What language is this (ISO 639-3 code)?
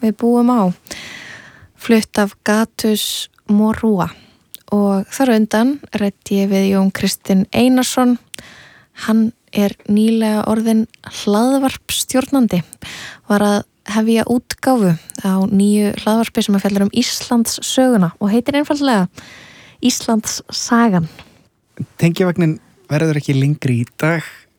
isl